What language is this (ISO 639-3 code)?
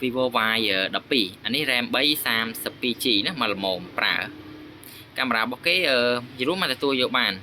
khm